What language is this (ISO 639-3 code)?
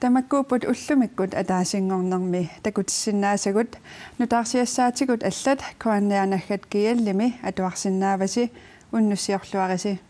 kal